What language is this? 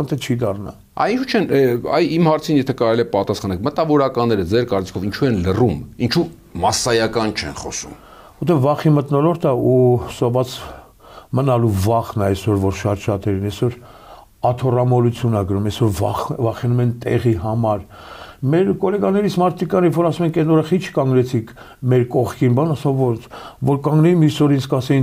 Armenian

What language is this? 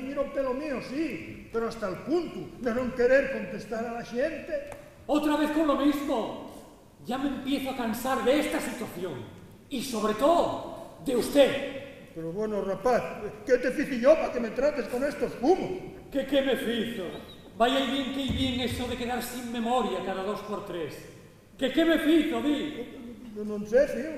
Asturian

